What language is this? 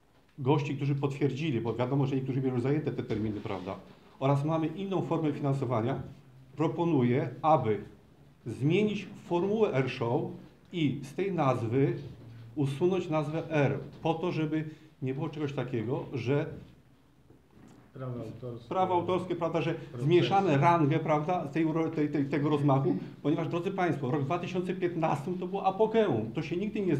Polish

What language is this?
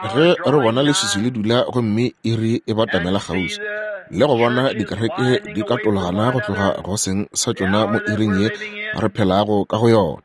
Northern Sotho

